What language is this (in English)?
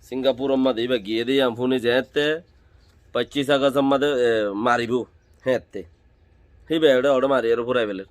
Rohingya